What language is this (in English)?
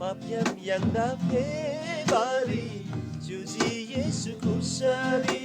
Eastern Tamang